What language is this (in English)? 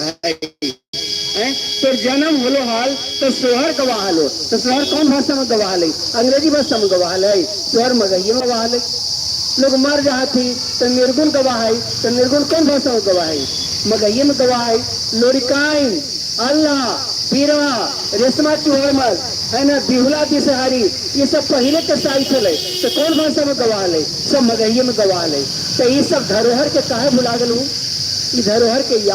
Magahi